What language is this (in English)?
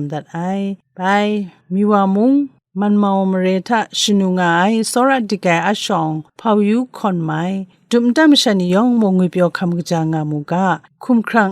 Kachin